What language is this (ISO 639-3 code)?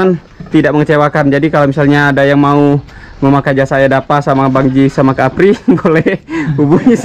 ind